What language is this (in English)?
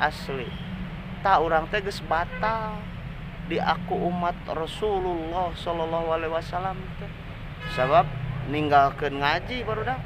Sundanese